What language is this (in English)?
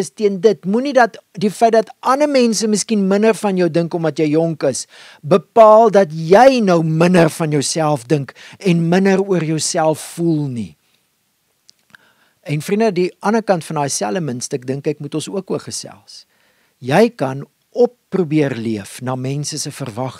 Afrikaans